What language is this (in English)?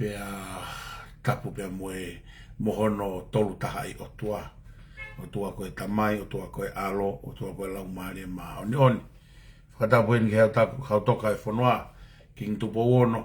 Tongan